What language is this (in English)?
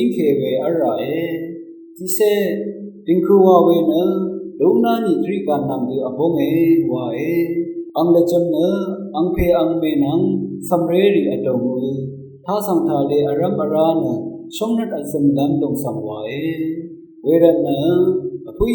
Rawang